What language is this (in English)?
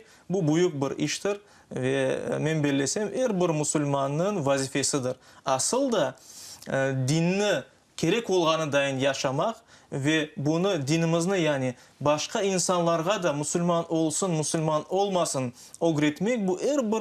Crimean Tatar